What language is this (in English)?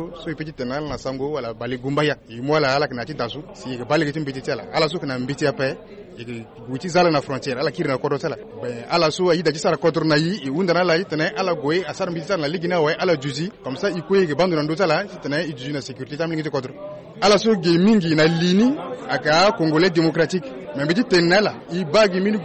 Sango